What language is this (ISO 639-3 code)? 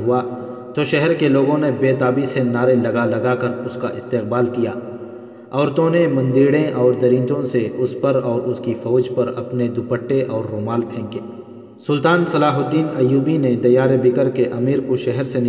urd